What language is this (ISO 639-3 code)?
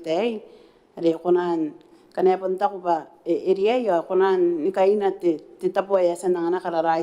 gil